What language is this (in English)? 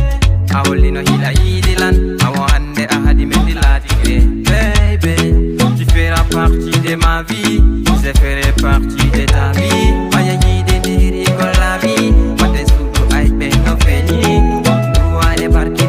Fula